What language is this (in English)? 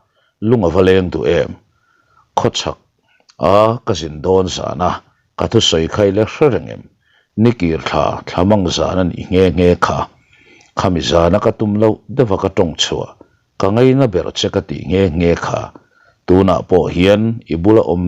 Mizo